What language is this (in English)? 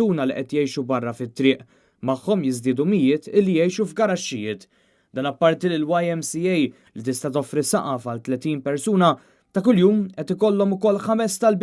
Maltese